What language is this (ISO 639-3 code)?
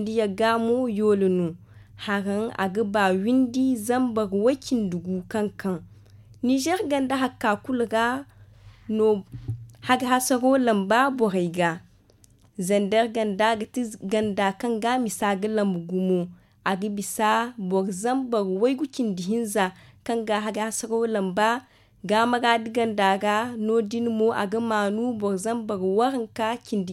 dje